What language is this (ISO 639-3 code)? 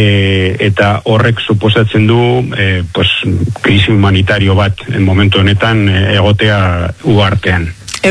eus